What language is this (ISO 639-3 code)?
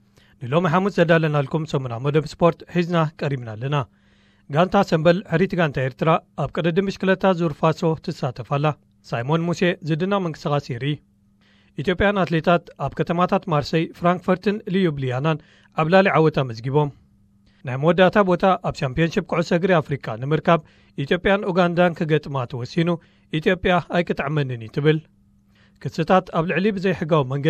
tir